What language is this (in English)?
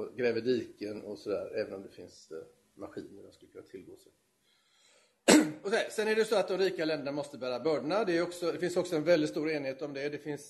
Swedish